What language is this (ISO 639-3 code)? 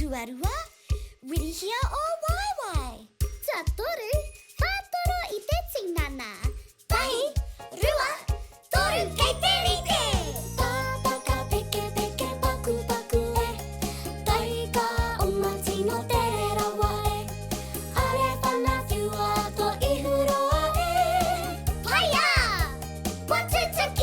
mri